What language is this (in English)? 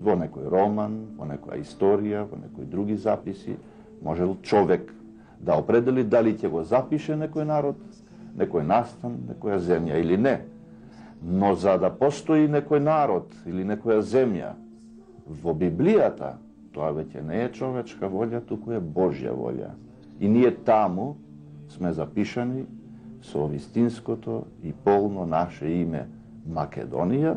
Macedonian